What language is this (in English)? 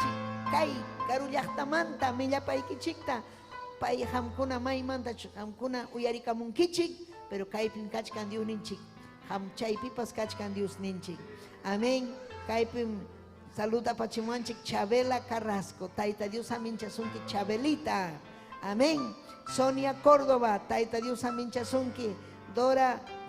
Ayacucho Quechua